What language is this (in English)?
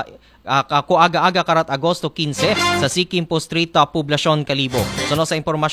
Aklanon